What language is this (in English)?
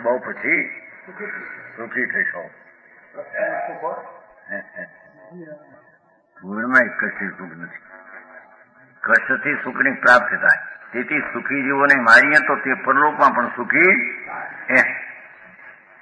Gujarati